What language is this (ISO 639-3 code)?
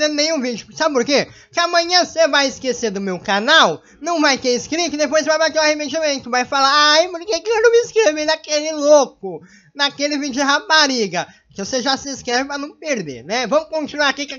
por